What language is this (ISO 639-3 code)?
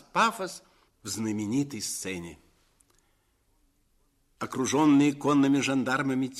rus